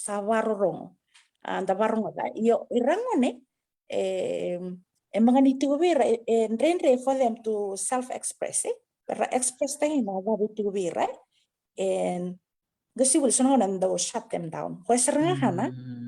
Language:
Fijian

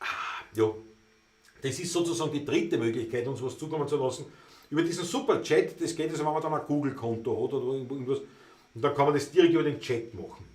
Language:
Bavarian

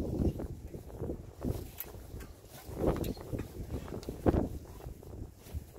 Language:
Afrikaans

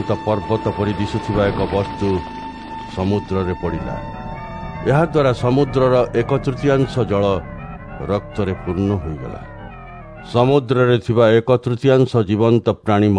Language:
Odia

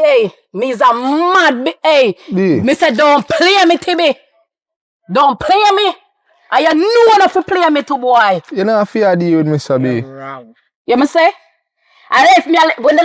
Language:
Jamaican Creole English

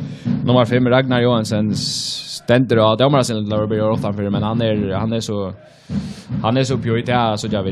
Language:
Faroese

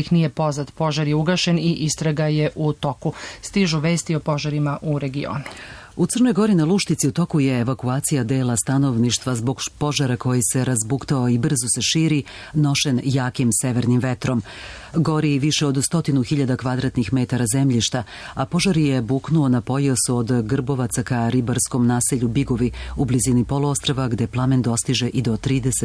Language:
Serbian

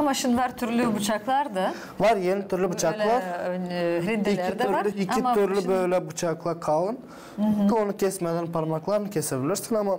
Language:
Gagauz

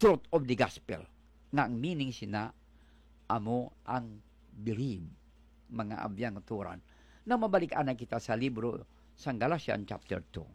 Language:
Hiligaynon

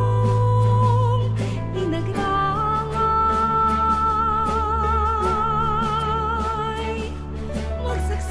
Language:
Bikol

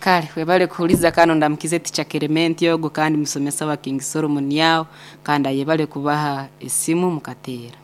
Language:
Nyankole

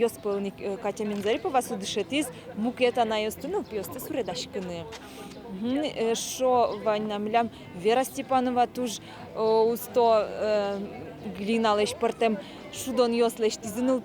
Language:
Udmurt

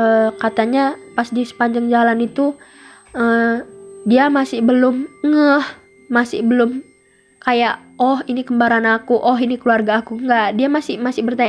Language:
Indonesian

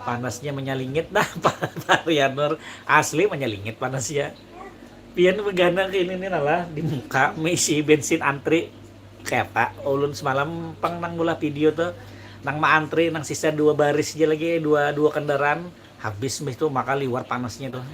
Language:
Banjar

